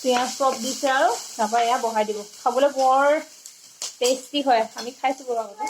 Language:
Assamese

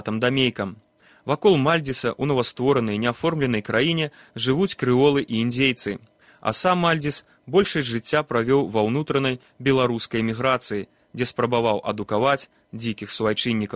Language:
Belarusian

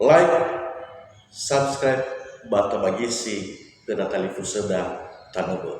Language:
Nias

